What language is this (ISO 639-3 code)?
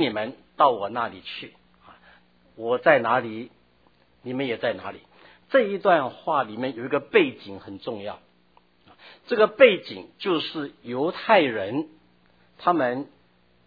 zho